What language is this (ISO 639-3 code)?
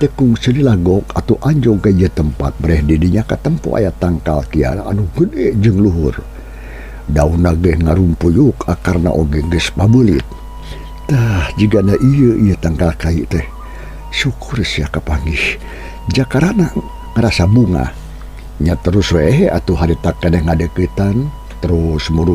sun